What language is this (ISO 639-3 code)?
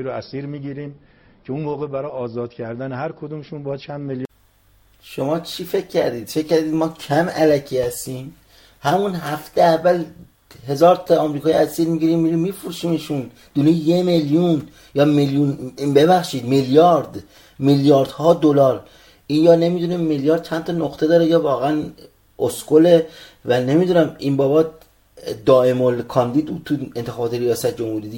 fas